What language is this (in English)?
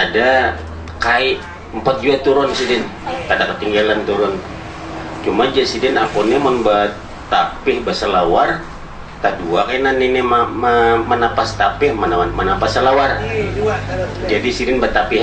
Banjar